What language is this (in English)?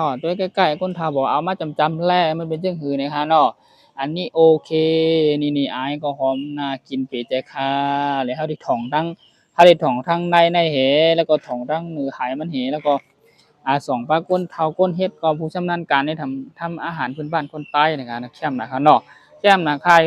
Shan